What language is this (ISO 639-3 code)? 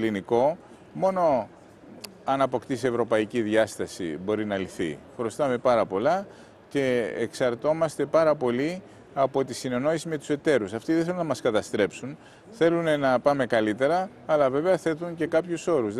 ell